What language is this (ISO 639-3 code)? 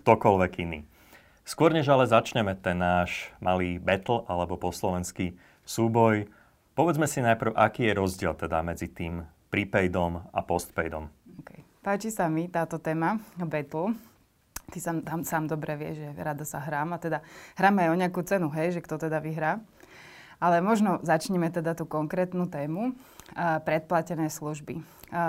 slk